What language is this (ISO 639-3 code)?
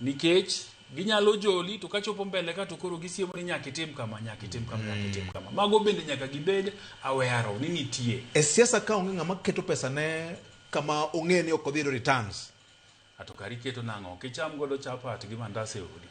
luo